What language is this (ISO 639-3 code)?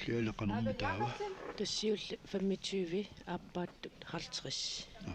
kal